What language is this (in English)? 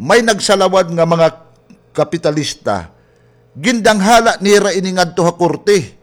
Waray